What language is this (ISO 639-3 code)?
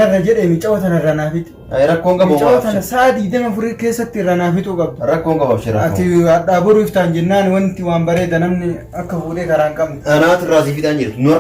orm